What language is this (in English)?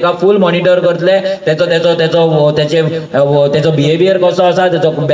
Konkani